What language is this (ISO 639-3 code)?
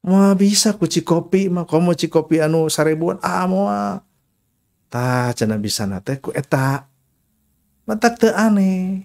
sun